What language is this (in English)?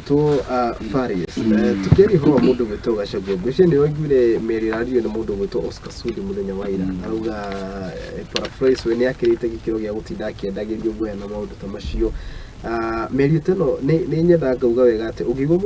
Kikuyu